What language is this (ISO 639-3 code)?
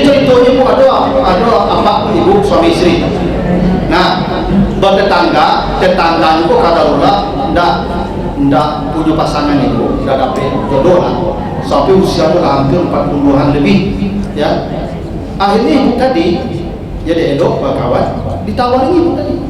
min